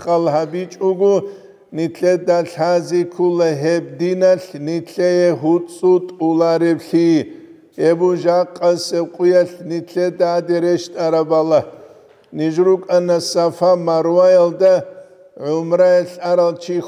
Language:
Avaric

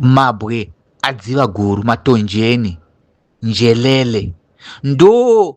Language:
Shona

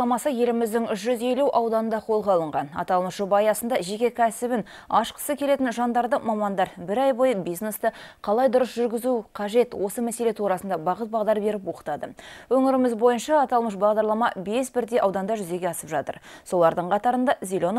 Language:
Kazakh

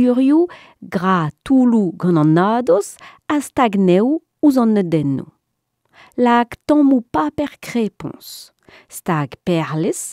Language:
Breton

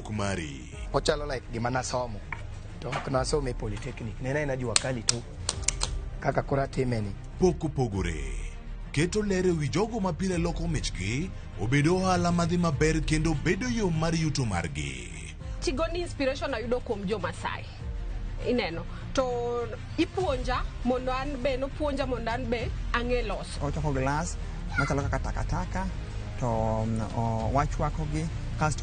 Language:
Luo (Kenya and Tanzania)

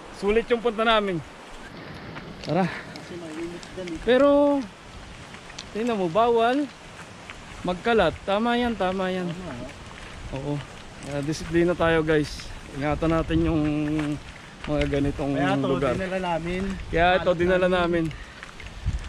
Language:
Filipino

